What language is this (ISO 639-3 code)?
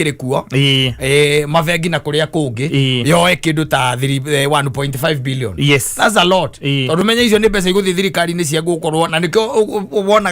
kik